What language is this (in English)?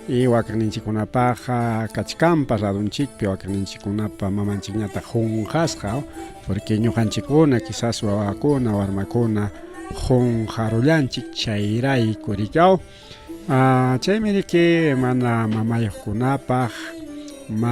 Ayacucho Quechua